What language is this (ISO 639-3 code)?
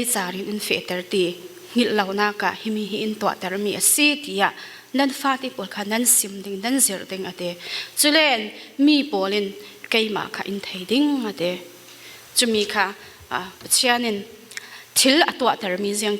cfm